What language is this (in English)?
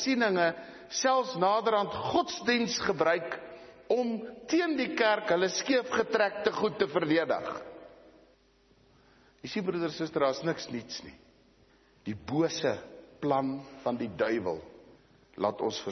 Afrikaans